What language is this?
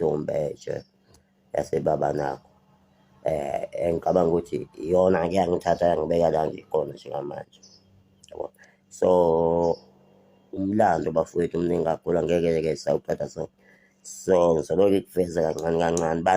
Zulu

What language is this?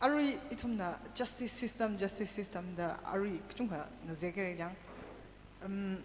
Tangkhul Naga (India)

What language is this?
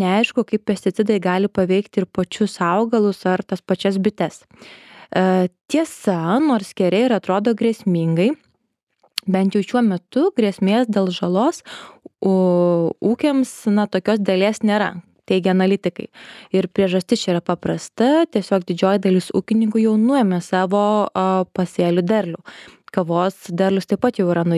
Lithuanian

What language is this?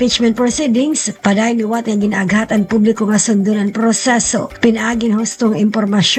Waray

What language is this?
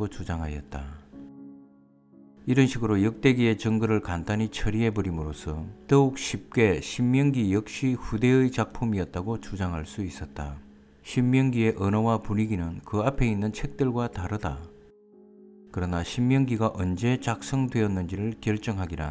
Korean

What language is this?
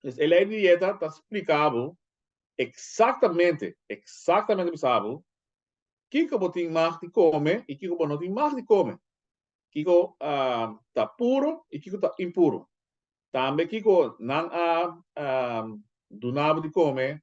Papiamento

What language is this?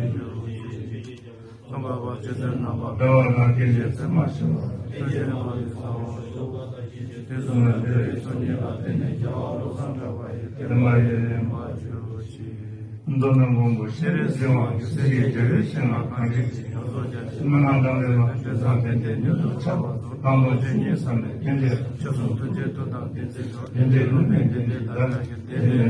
Tibetan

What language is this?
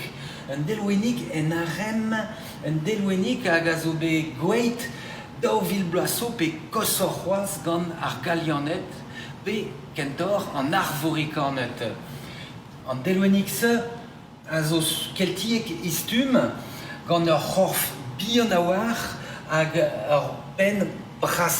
Breton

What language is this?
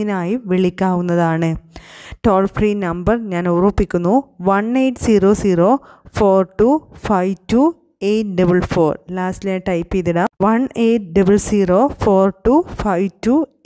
Malayalam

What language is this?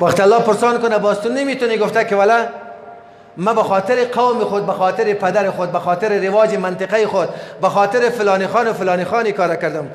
Persian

